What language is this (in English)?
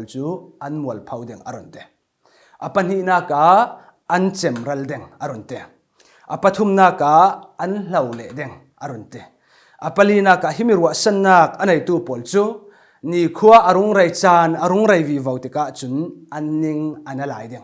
Falam Chin